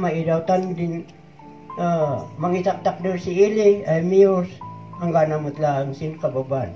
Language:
Kankanaey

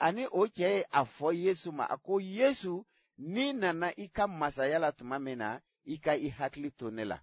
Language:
Bambara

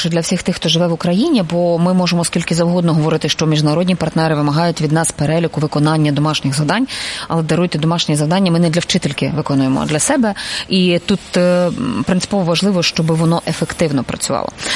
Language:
Ukrainian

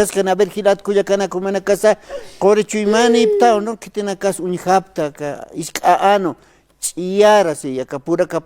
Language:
Aymara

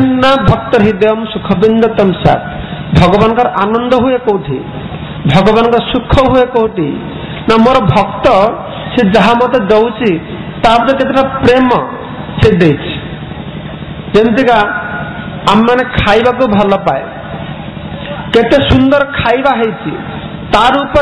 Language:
Odia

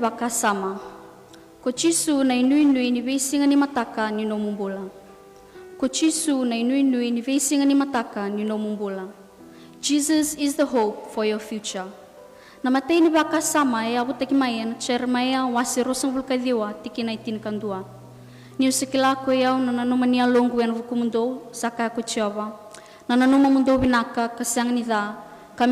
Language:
Fijian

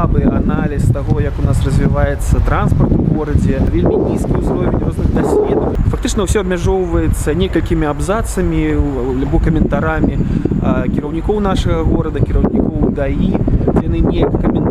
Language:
Belarusian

